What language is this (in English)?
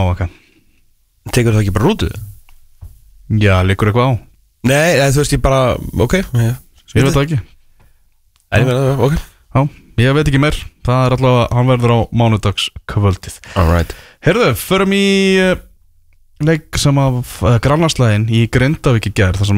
Icelandic